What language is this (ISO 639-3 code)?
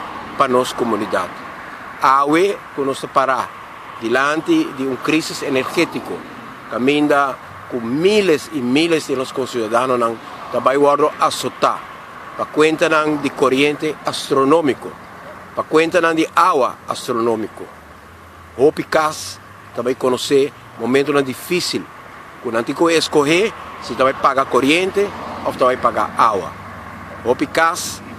pap